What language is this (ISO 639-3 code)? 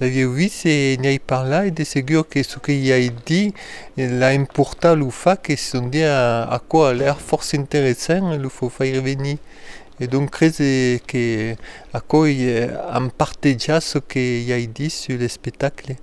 oci